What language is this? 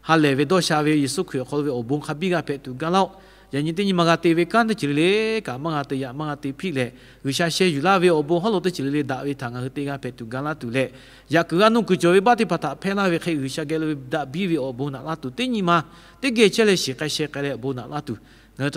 Lahu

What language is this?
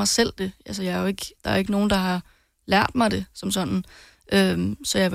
Danish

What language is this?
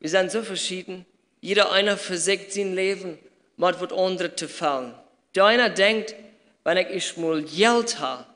Plautdietsch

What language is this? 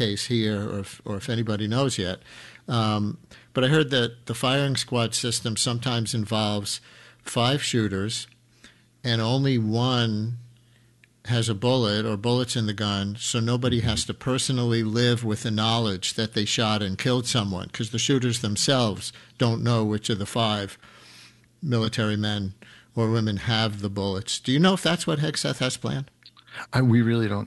English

